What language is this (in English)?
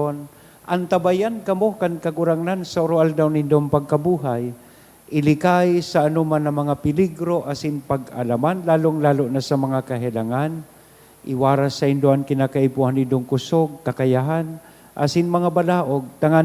Bikol